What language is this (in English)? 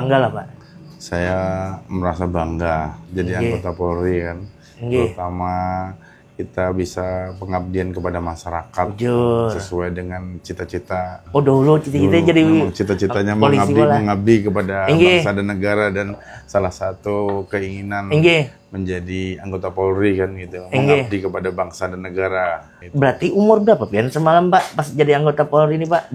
Banjar